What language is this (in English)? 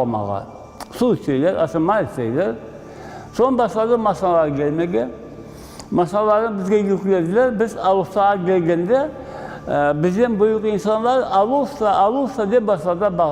Crimean Tatar